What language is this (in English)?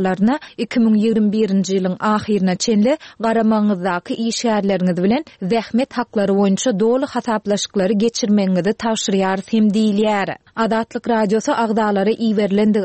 Turkmen